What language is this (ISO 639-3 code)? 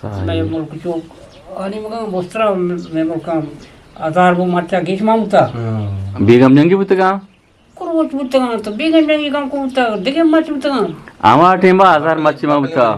bgp